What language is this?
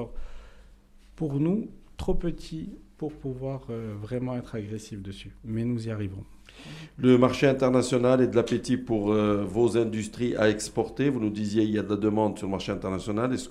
French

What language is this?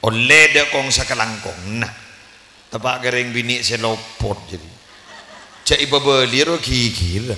Madurese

